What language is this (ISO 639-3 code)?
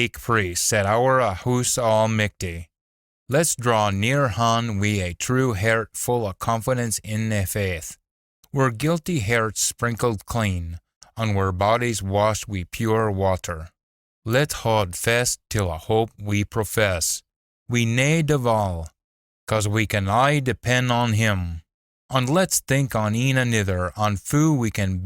sco